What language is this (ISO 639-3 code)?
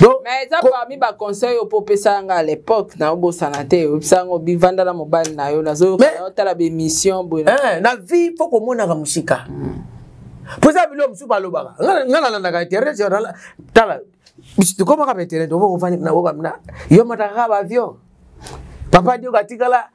lin